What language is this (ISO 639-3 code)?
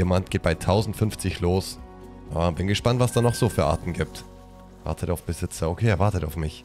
deu